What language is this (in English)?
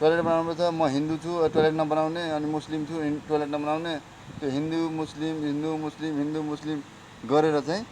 Nepali